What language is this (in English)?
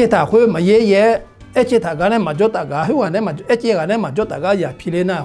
Akha